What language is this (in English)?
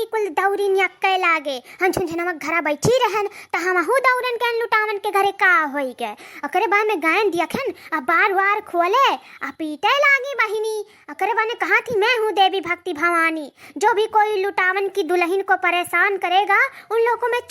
Awadhi